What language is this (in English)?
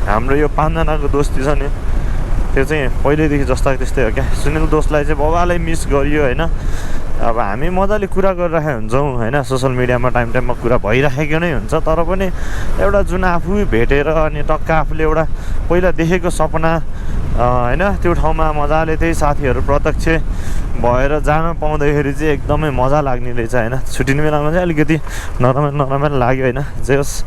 Nepali